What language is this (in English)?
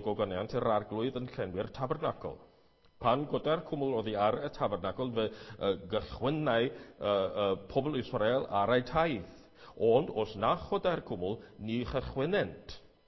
Welsh